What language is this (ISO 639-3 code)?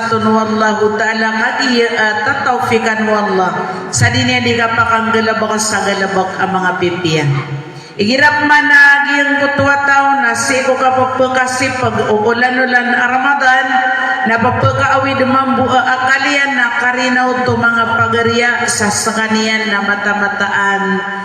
mrw